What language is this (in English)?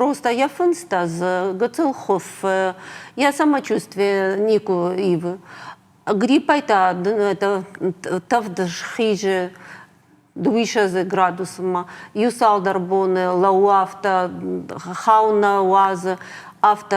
Ossetic